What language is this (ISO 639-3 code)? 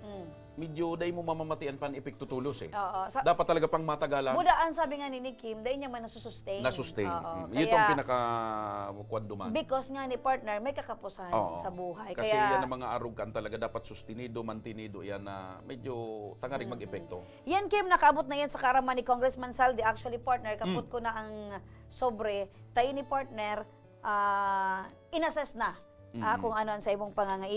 bik